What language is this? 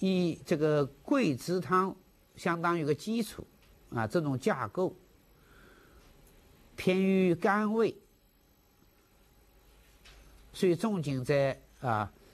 Chinese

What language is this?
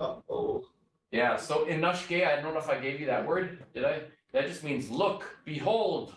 Chippewa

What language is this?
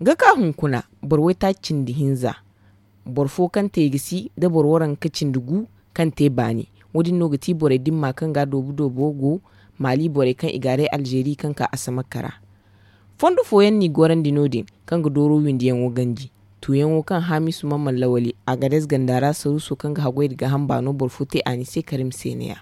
Zarma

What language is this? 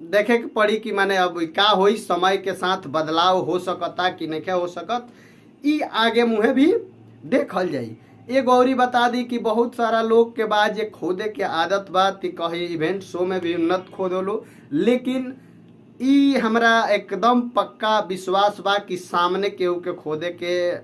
Bhojpuri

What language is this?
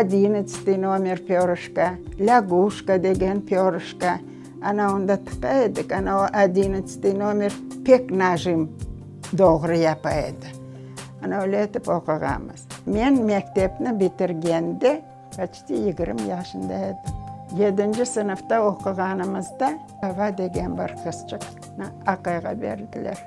Crimean Tatar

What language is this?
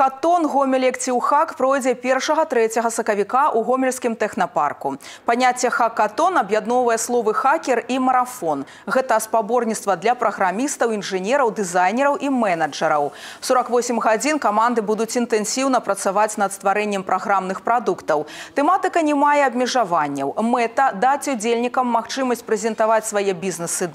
Belarusian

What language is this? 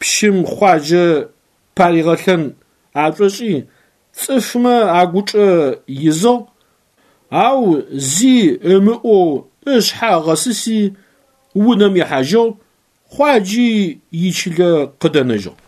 Adyghe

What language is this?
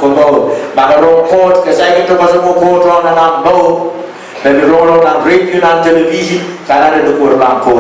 Pohnpeian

